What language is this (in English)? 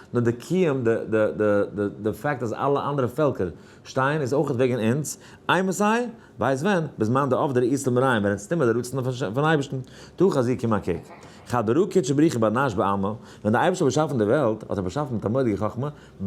Yiddish